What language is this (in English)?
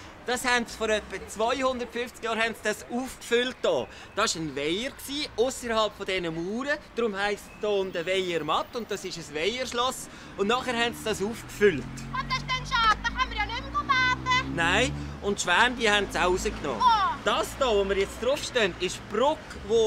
Swiss German